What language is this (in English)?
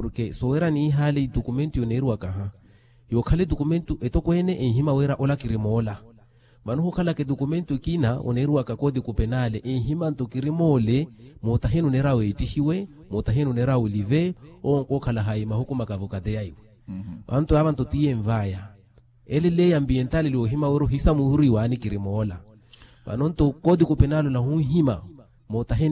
Makhuwa